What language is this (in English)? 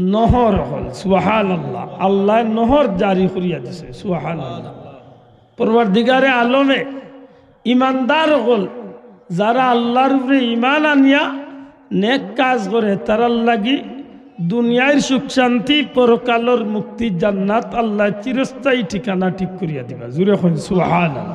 Sylheti